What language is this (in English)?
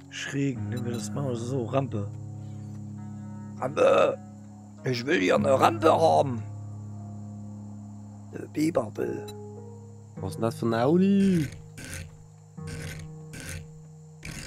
German